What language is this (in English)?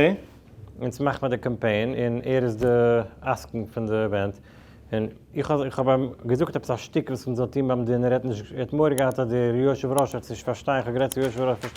Yiddish